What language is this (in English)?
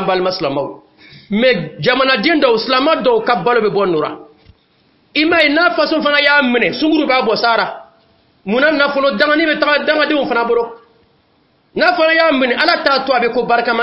Dyula